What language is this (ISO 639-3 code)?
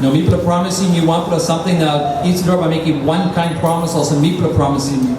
tpi